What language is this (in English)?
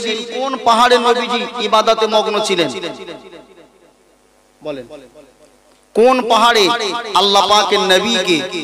Bangla